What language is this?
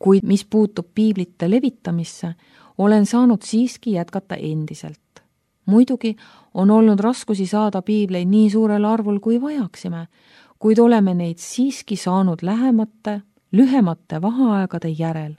Estonian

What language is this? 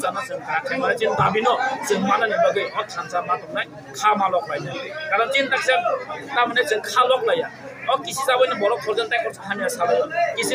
Kok Borok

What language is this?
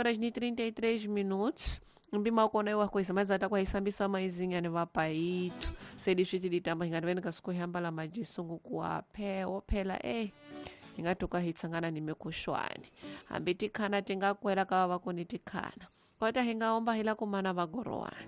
Tsonga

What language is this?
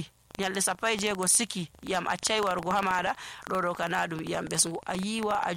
Nigerian Fulfulde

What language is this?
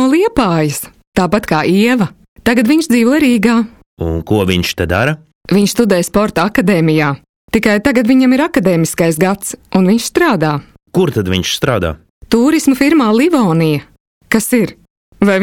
Latvian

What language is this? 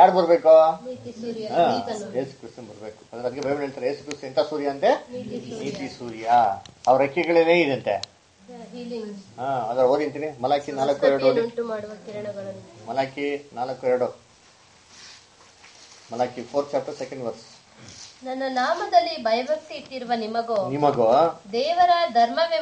Kannada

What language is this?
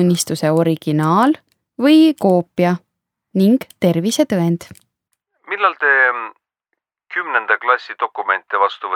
Estonian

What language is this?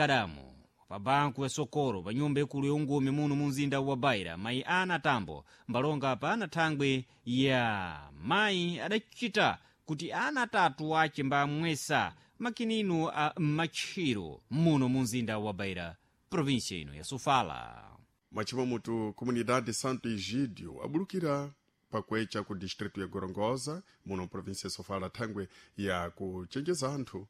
Sena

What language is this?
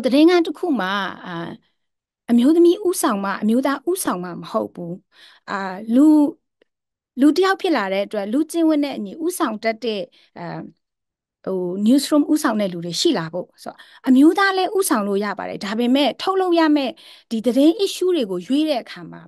Burmese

